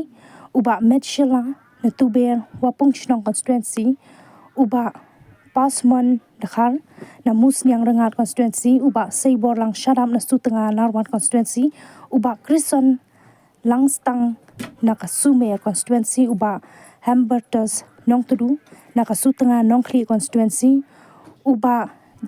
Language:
Khasi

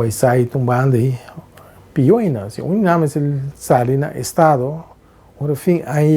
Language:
Papiamento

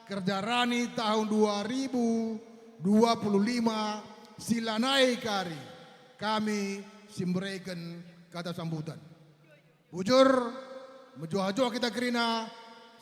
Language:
Batak Karo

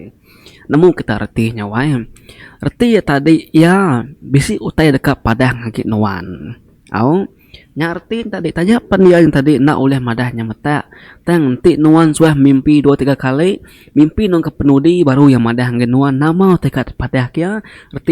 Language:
Iban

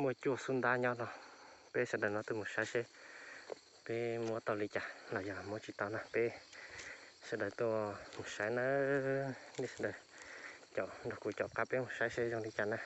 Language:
Hmong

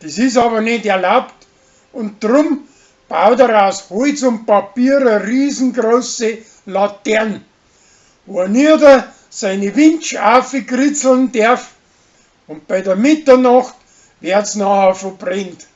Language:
Bavarian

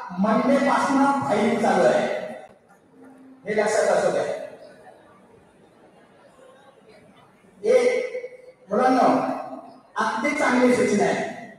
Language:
Marathi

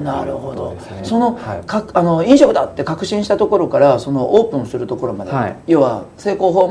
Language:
Japanese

